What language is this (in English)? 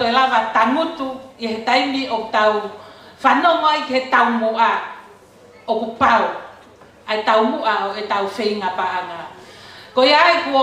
Tongan